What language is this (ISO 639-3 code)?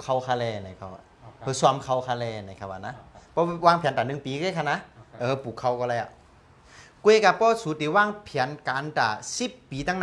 shn